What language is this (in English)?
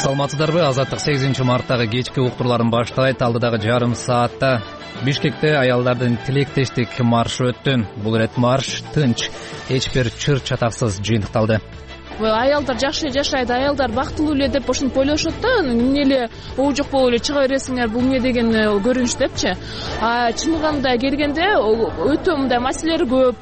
Kyrgyz